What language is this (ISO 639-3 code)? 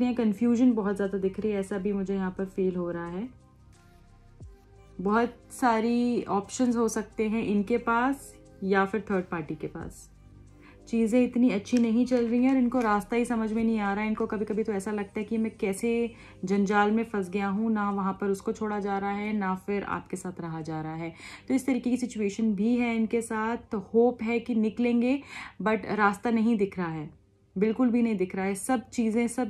hin